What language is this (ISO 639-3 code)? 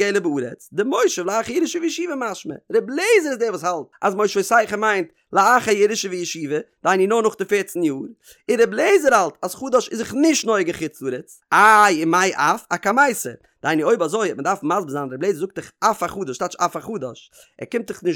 yid